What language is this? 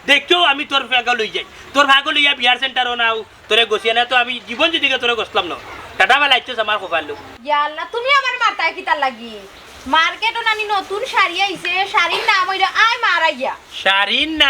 Sylheti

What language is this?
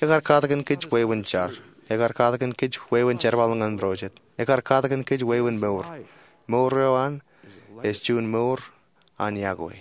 Marshallese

